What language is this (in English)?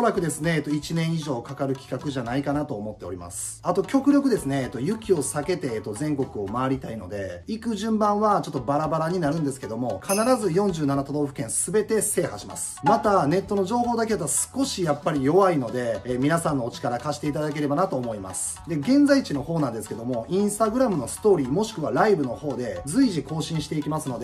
Japanese